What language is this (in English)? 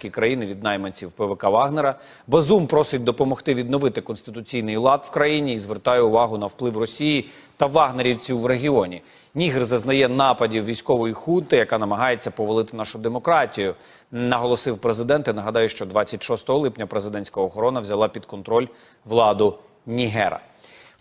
Ukrainian